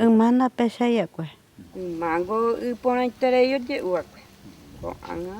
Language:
Guarani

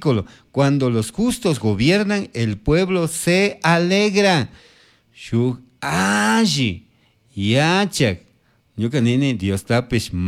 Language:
Chimborazo Highland Quichua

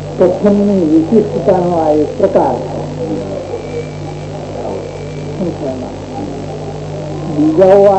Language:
Gujarati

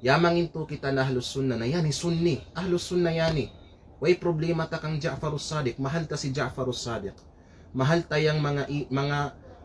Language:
Kalagan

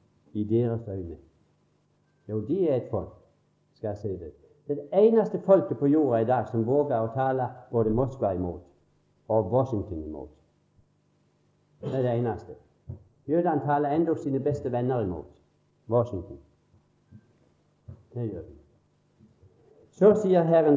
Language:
Norwegian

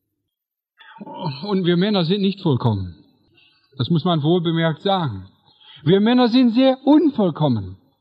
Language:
German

